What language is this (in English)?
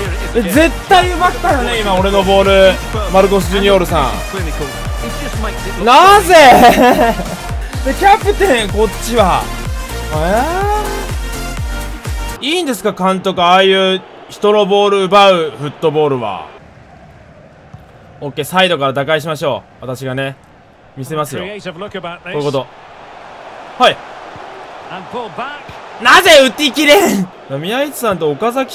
Japanese